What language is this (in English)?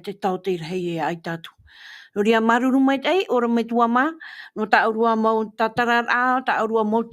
Tahitian